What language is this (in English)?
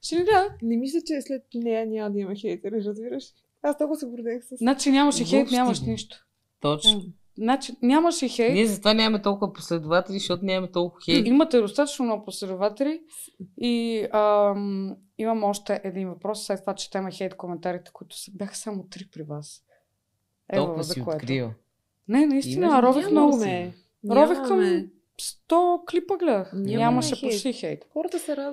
Bulgarian